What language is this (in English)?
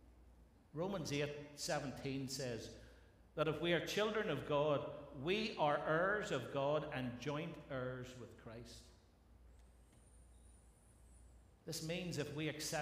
English